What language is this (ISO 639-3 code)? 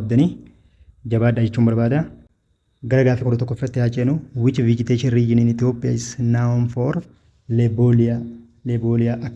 orm